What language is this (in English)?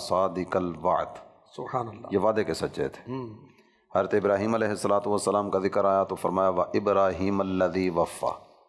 Urdu